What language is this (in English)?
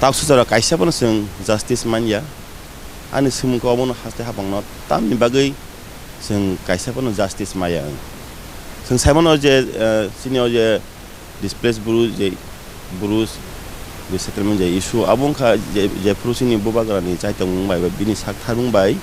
Kok Borok